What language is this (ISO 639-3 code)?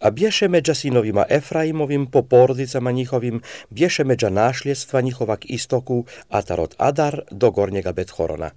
srp